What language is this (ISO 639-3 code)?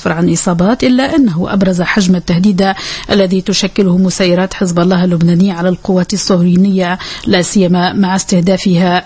aeb